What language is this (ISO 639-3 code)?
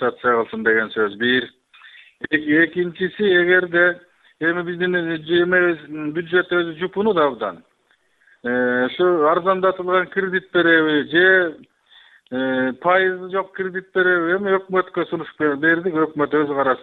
kir